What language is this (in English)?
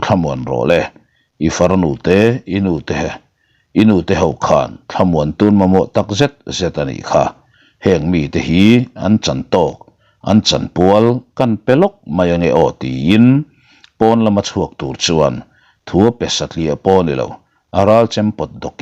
Mizo